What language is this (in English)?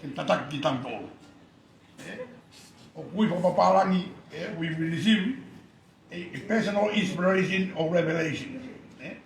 Tongan